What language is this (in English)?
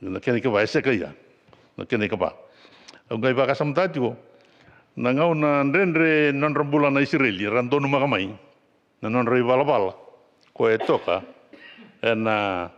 Fijian